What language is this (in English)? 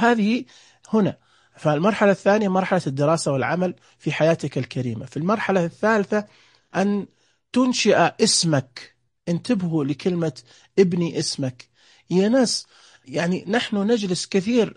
Najdi Arabic